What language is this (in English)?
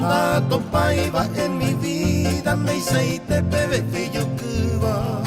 Guarani